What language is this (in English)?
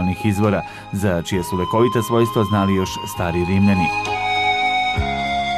Serbian